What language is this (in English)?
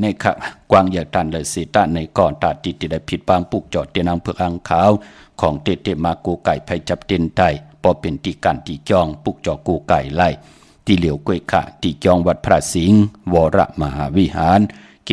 Shan